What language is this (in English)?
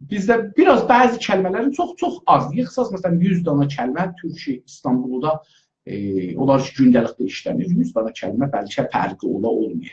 South Azerbaijani